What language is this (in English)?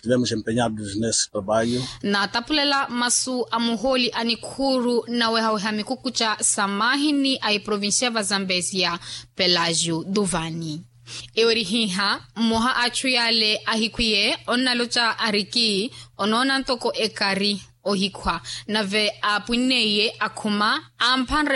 Makhuwa